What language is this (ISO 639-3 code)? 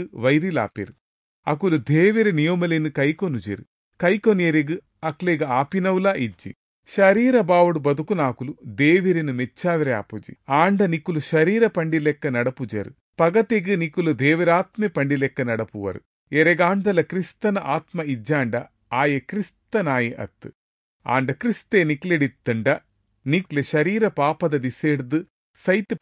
tcy